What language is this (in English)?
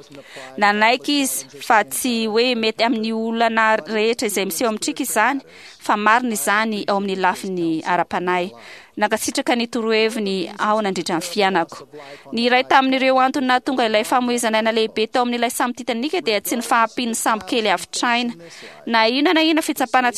Malagasy